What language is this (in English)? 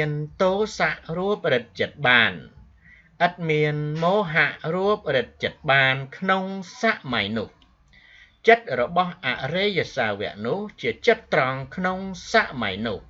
Khmer